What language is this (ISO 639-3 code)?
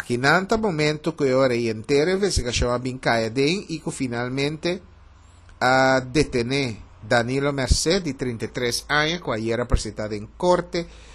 pap